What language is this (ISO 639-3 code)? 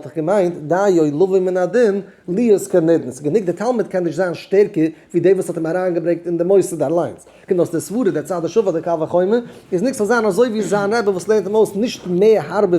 yid